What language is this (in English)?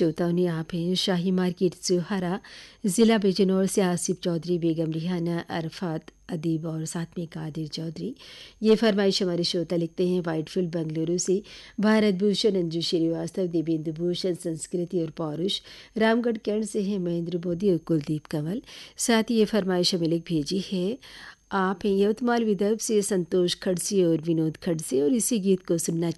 Hindi